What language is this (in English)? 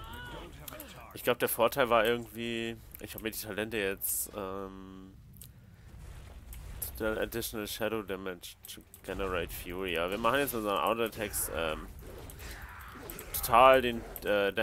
German